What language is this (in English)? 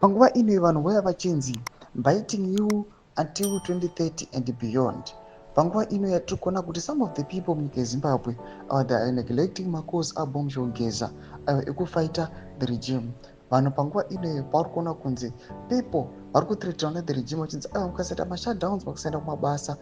Shona